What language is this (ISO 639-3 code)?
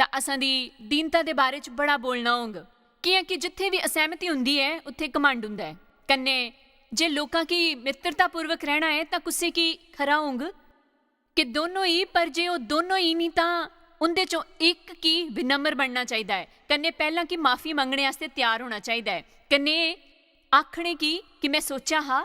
doi